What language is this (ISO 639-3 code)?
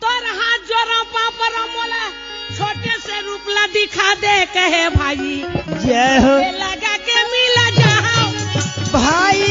hne